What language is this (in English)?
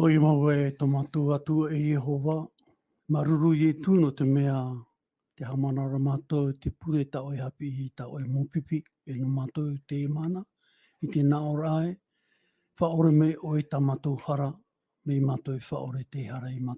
Tahitian